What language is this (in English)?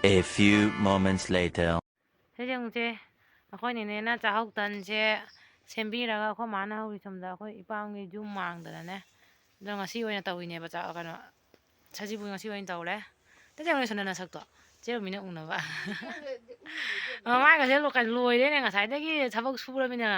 Manipuri